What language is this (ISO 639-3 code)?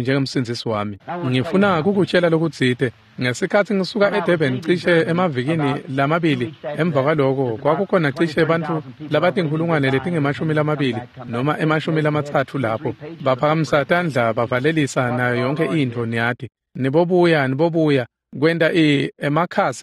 ssw